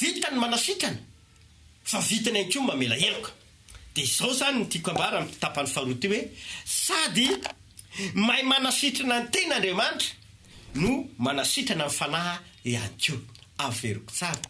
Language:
Malagasy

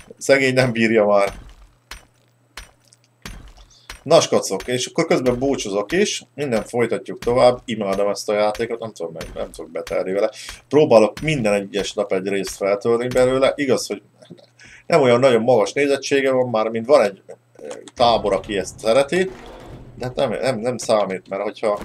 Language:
Hungarian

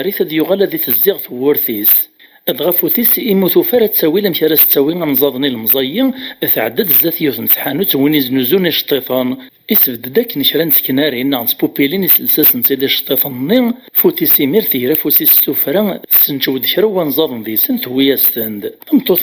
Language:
Kabyle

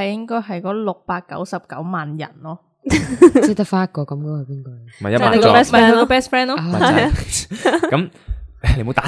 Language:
Cantonese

